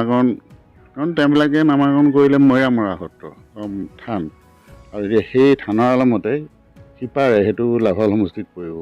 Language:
Assamese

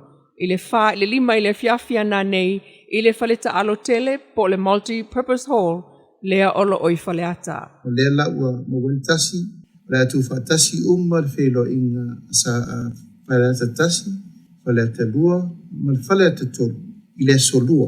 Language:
Samoan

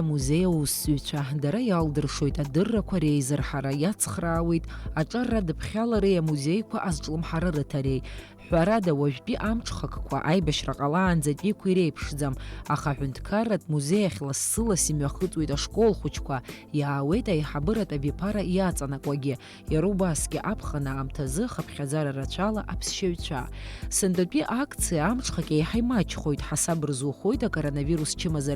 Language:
Abkhazian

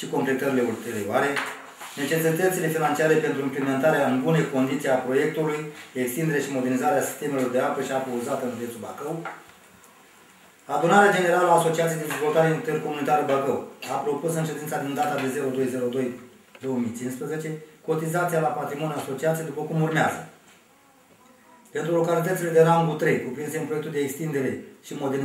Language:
Romanian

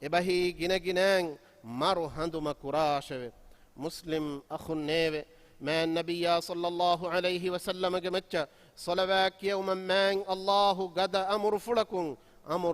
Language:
Divehi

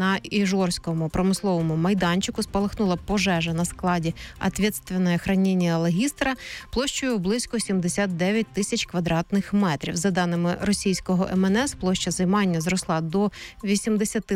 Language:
Ukrainian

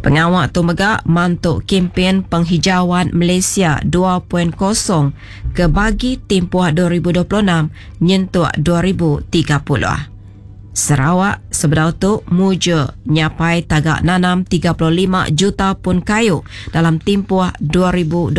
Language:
Iban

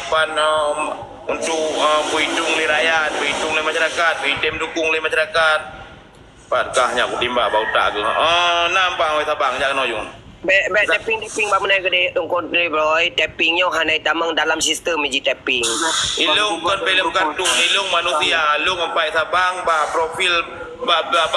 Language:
Achinese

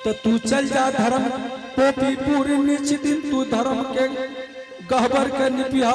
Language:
Angika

